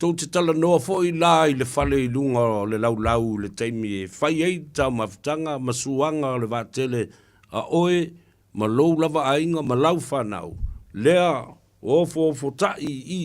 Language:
Samoan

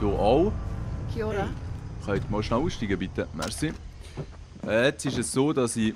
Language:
Swiss German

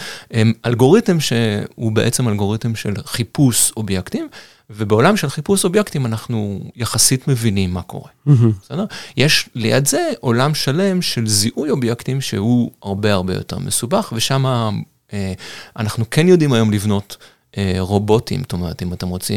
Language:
Hebrew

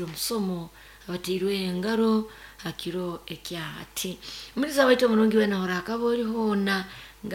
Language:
Nyankole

